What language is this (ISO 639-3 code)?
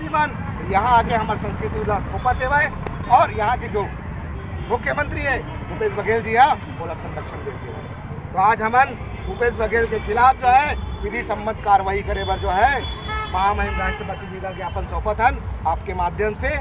hne